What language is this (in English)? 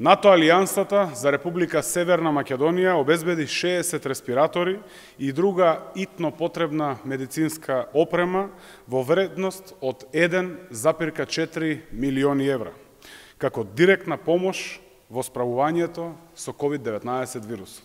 Macedonian